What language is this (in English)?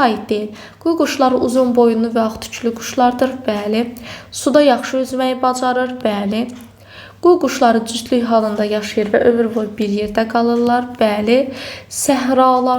Azerbaijani